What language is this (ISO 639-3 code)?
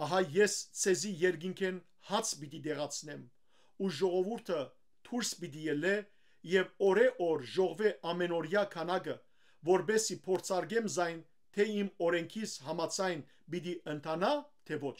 hyw